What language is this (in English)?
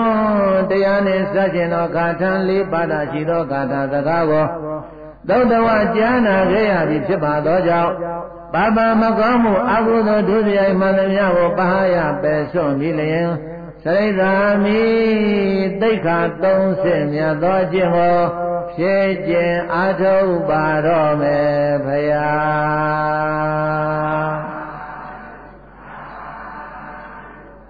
Burmese